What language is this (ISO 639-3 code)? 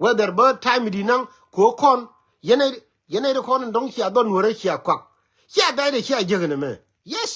nus